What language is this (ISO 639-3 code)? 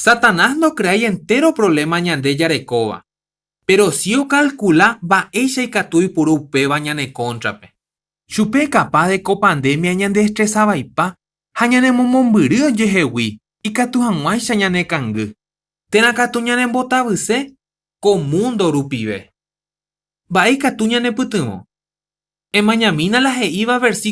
grn